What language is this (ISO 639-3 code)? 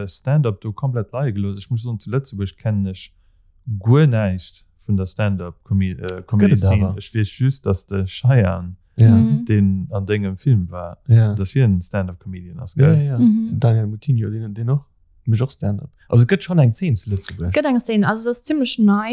ltz